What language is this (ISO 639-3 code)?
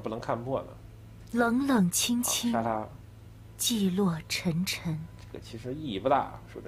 zho